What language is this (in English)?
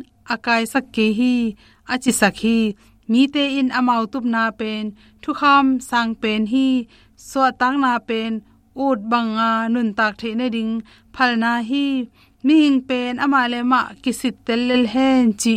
Tedim Chin